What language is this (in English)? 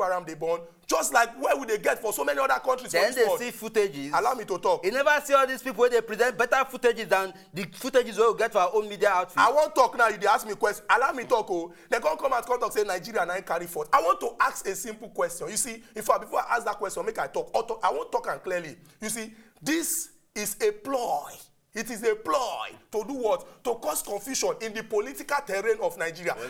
Nigerian Pidgin